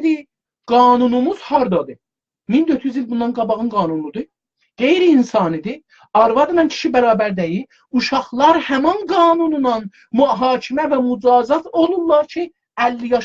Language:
South Azerbaijani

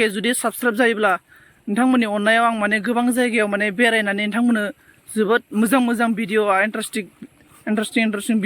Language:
Bodo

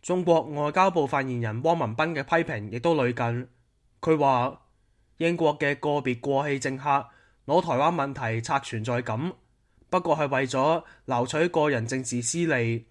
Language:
Cantonese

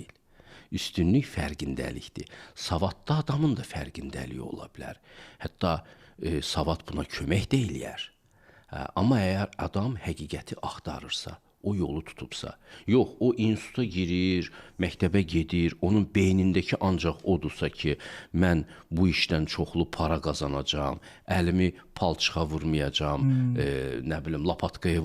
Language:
Azerbaijani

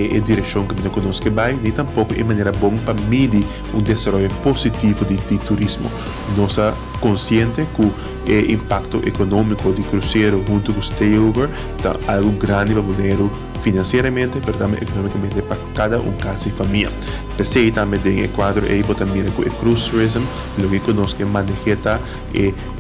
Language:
Papiamento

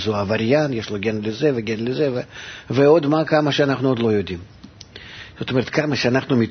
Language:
Hebrew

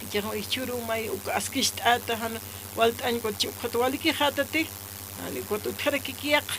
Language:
Aymara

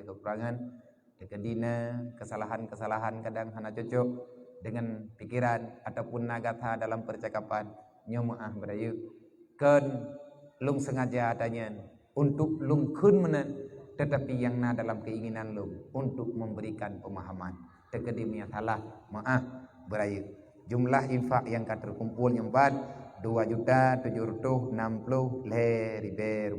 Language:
Achinese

